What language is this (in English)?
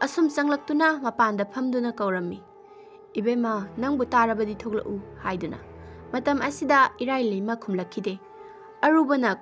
Manipuri